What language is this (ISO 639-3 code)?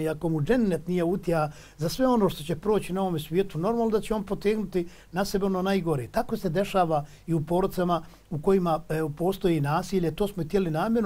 bos